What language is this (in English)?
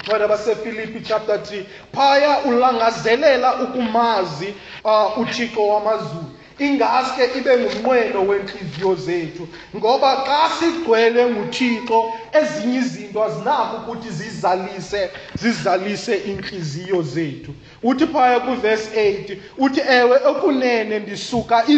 Xhosa